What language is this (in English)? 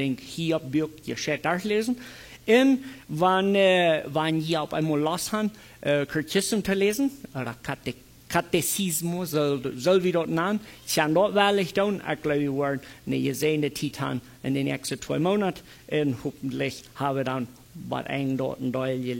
Plautdietsch